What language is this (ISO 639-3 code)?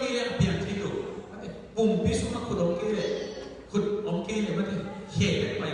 ctd